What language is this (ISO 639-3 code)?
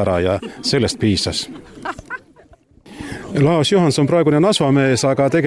est